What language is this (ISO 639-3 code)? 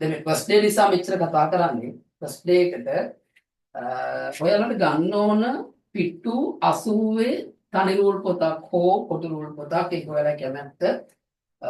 sin